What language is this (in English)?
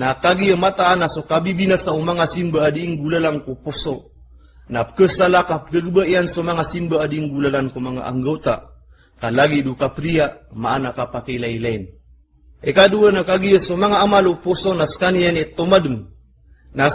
Maranao